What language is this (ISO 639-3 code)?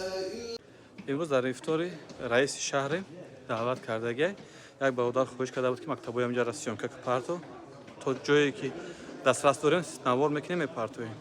tgk